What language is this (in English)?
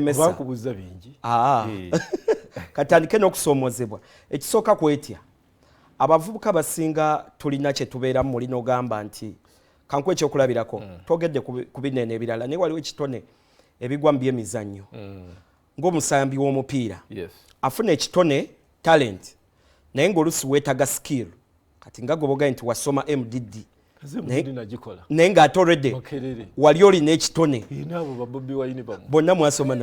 Ganda